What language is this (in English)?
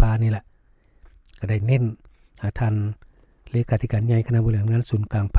Lao